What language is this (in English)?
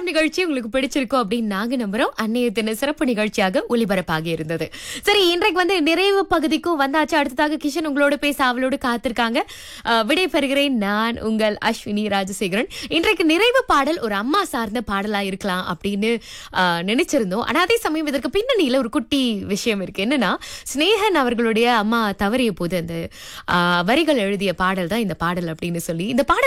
Tamil